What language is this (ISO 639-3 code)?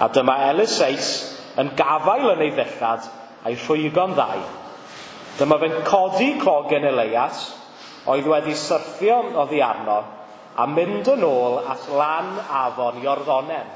cym